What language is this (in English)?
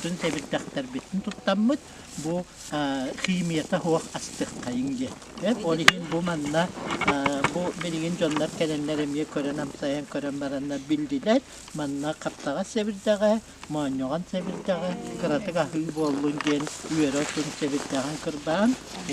Yakut